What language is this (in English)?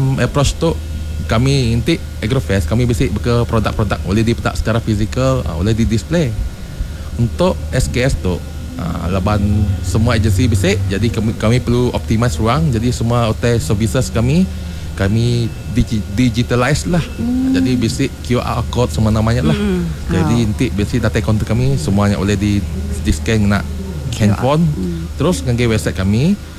Iban